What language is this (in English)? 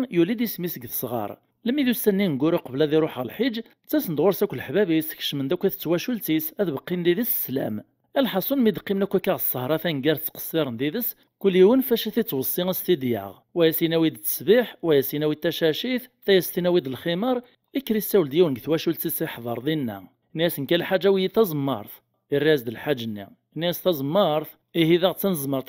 Kabyle